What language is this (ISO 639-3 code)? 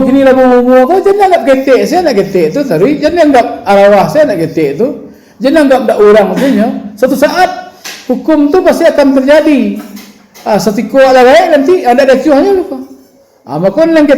min